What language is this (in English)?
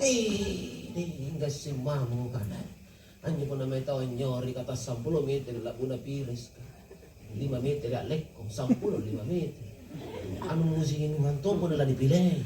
Makasar